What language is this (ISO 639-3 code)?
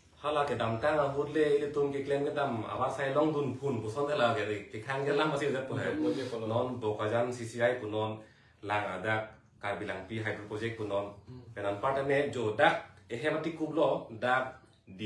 mjw